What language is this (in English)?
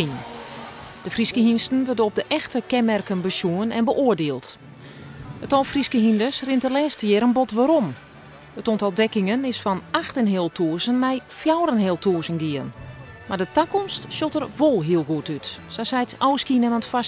Western Frisian